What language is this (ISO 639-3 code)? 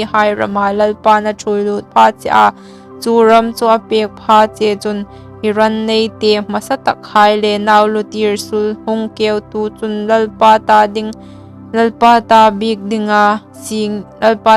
hmr